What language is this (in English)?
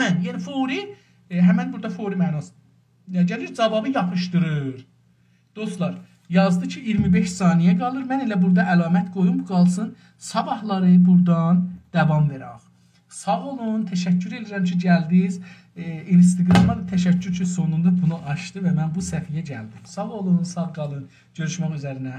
South Azerbaijani